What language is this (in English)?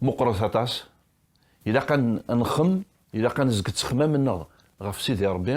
Kabyle